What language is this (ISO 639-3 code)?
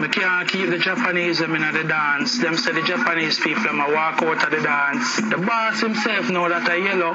jam